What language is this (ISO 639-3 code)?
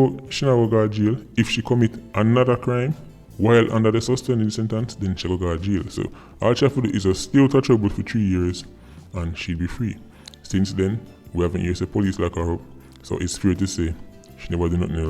jam